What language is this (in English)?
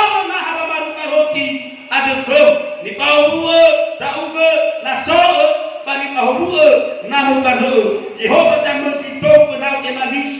Nias